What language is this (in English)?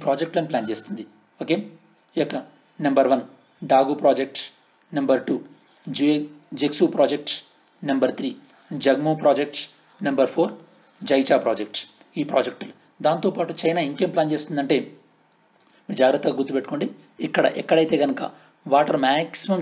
Telugu